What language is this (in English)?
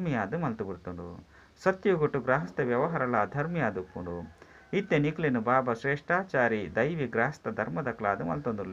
Tulu